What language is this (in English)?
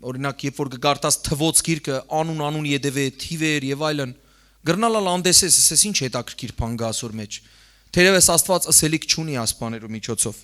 Western Armenian